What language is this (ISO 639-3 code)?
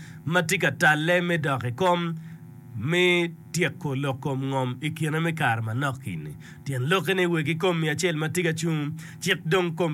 ach